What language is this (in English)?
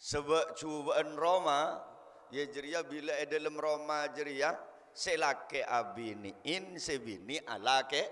Madurese